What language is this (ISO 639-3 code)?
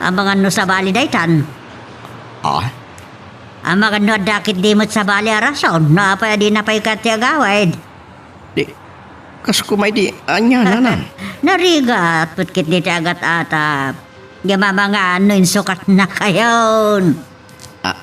ilo